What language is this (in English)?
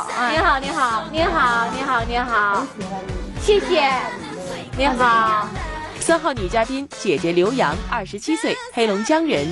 Chinese